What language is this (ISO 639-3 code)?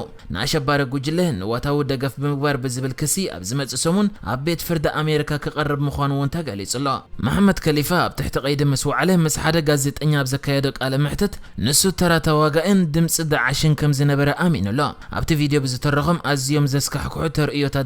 tir